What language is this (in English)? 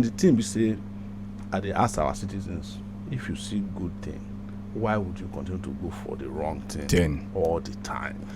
Nigerian Pidgin